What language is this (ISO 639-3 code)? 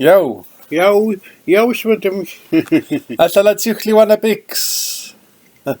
nux